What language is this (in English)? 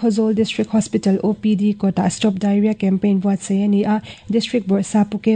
Mizo